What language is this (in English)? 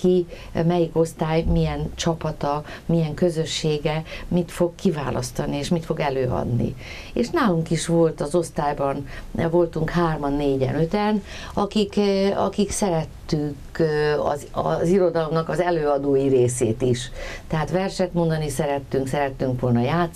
Hungarian